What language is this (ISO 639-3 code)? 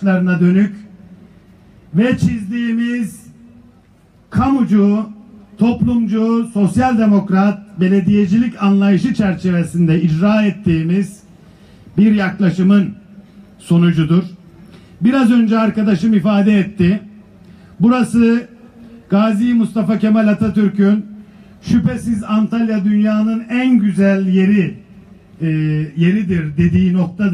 tur